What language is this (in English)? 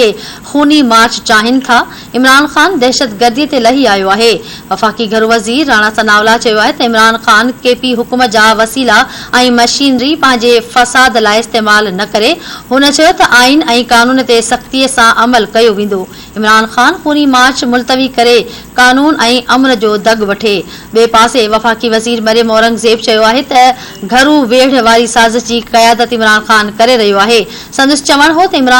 Sindhi